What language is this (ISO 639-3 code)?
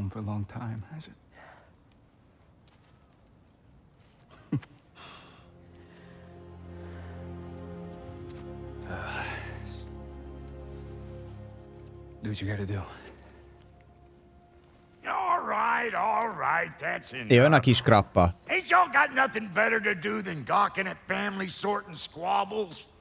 hun